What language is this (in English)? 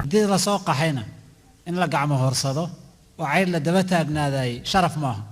Somali